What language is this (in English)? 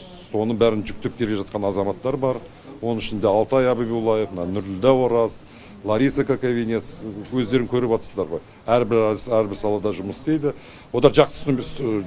Kazakh